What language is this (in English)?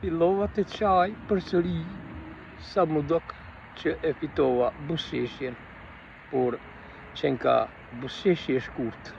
Albanian